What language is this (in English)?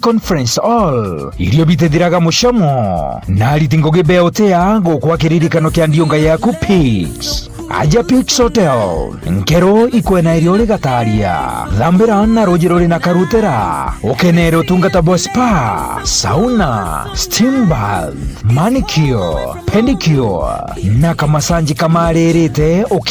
Meru